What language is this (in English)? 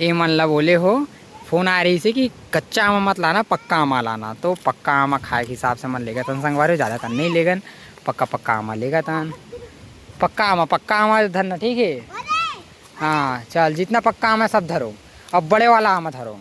Chhattisgarhi